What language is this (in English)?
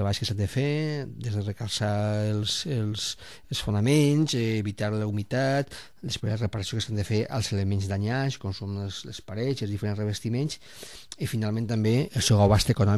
Catalan